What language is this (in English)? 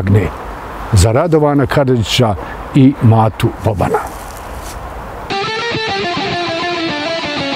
Bosnian